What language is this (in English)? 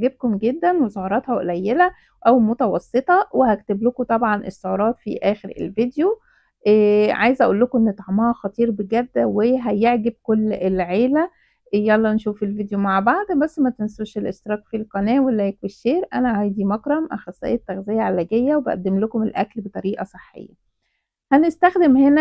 Egyptian Arabic